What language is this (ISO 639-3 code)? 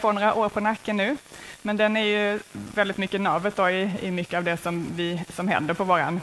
swe